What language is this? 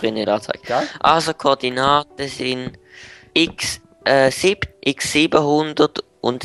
Swiss German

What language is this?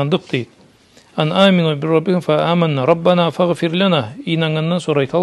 Karachay-Balkar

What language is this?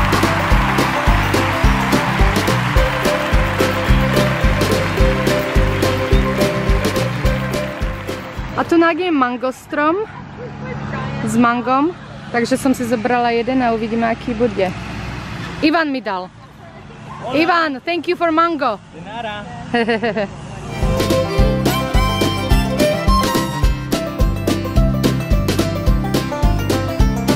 Slovak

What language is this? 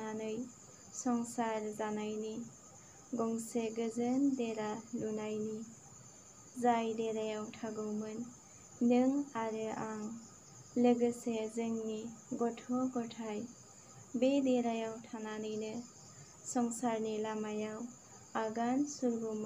Bodo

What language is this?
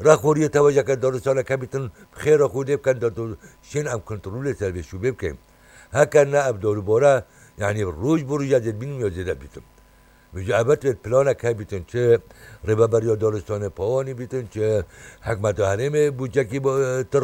Kurdish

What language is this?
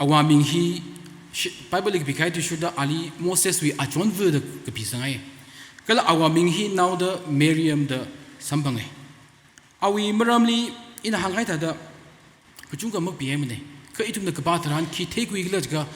Tangkhul Naga (India)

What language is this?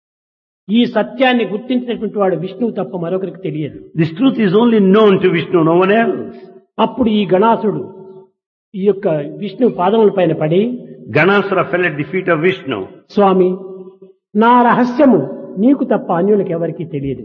Telugu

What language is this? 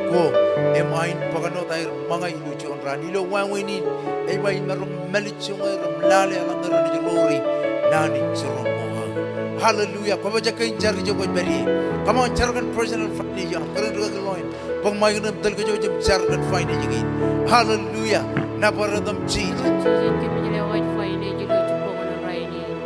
Marshallese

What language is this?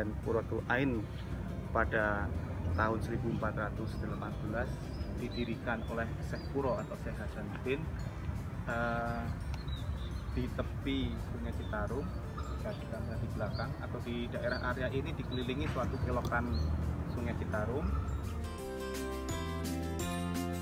Indonesian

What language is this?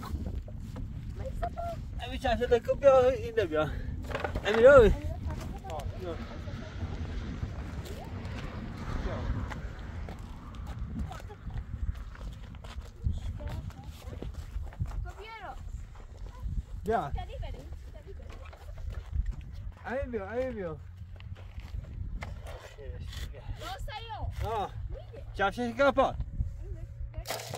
Persian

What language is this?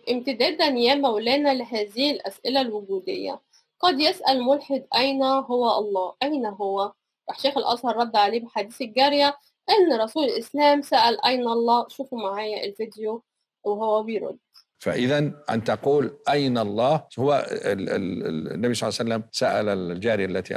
Egyptian Arabic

